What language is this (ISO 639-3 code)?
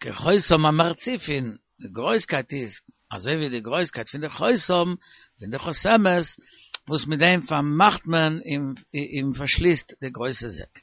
yid